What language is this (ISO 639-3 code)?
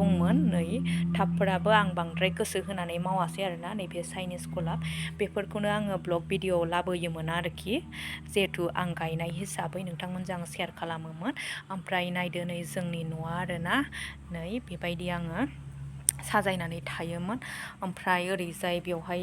brx